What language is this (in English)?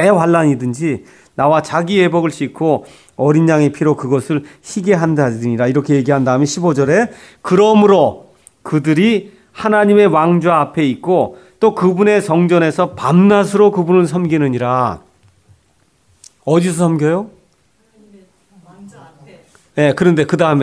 Korean